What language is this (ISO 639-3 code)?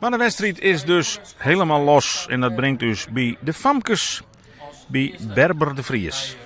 fry